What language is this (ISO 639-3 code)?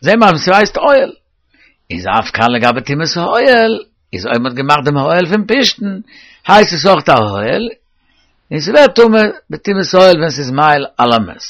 yid